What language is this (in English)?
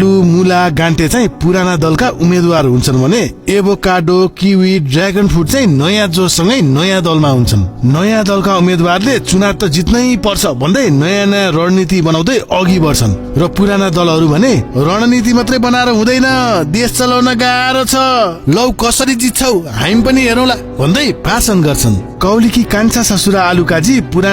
Nepali